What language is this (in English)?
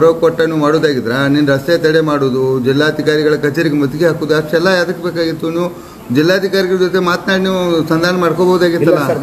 Kannada